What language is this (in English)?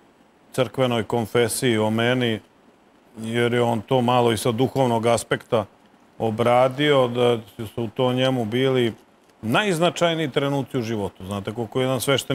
Serbian